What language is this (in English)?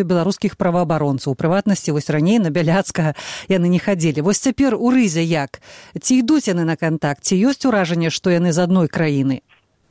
Belarusian